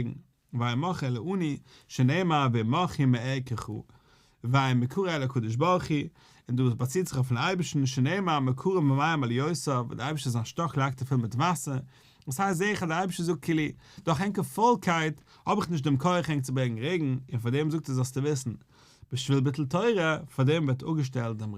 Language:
Yiddish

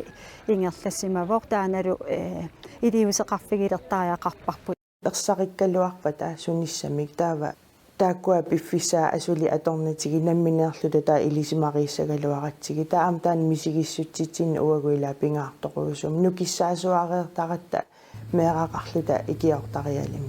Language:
Kalaallisut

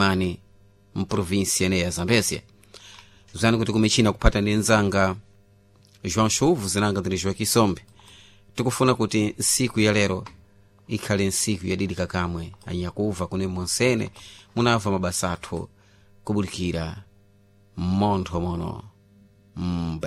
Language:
Sena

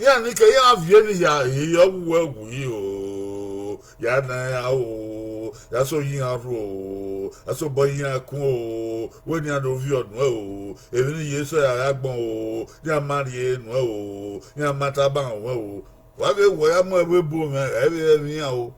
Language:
Bini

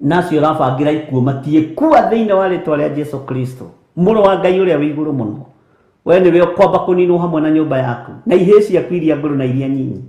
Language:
Kikuyu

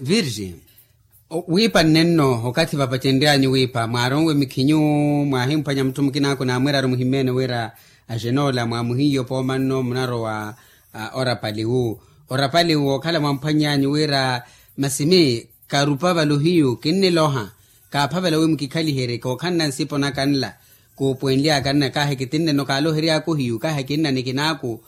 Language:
Makhuwa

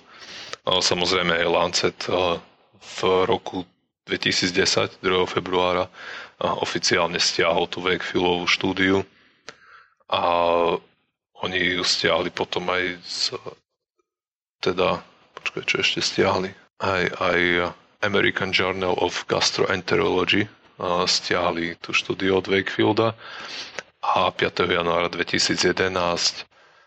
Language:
Slovak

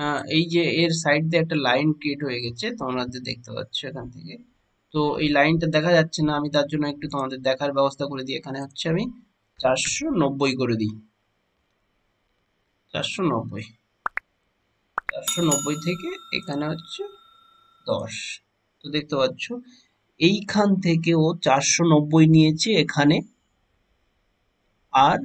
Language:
Bangla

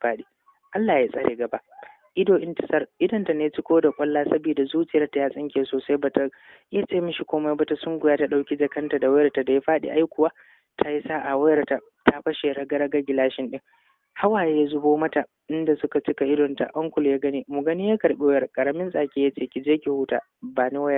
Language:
Hausa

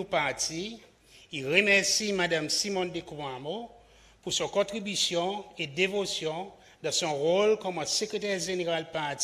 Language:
Seselwa Creole French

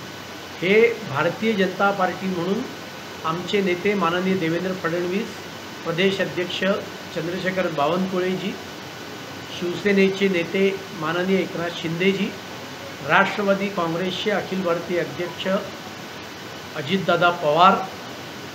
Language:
Marathi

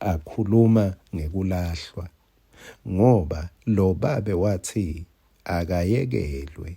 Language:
Swati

